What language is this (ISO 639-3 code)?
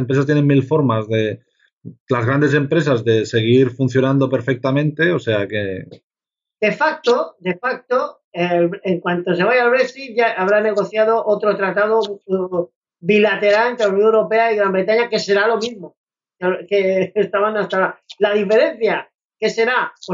spa